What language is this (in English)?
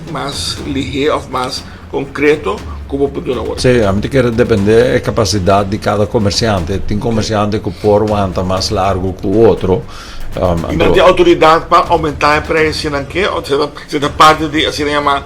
Papiamento